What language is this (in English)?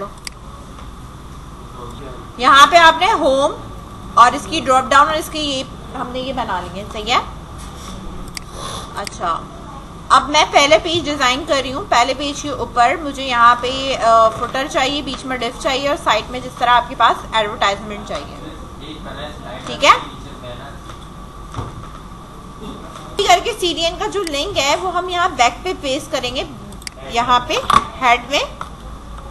Hindi